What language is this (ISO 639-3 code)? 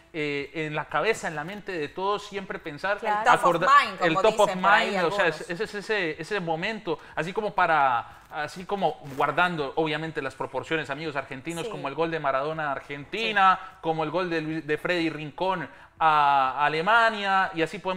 spa